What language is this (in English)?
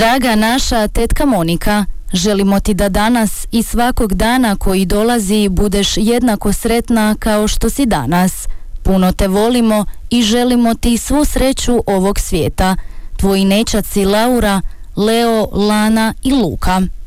Croatian